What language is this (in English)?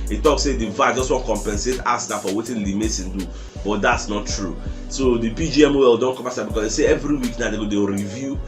Nigerian Pidgin